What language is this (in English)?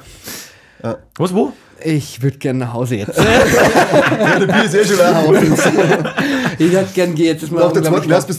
Bavarian